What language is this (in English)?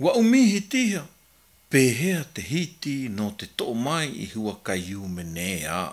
Malagasy